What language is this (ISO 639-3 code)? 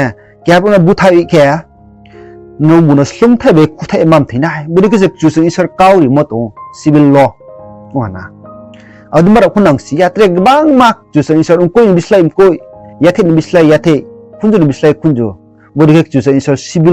ria